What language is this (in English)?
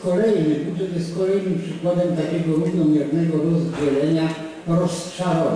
Polish